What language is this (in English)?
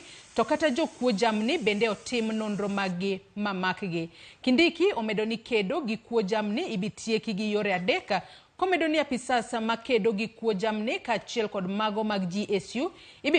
Luo (Kenya and Tanzania)